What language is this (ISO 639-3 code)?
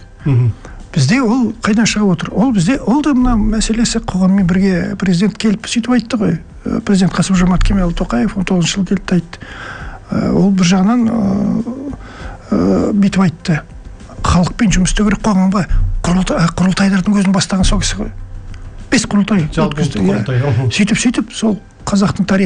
kaz